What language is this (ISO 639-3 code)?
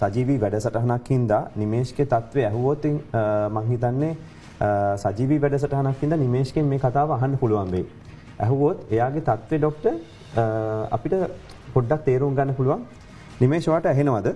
sin